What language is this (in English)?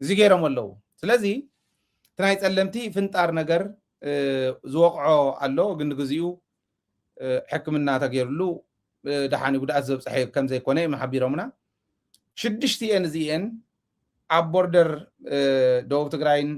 Tigrinya